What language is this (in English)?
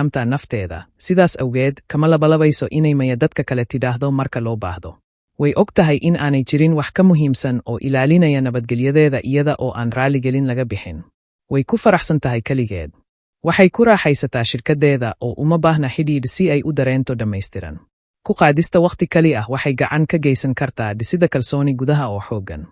Somali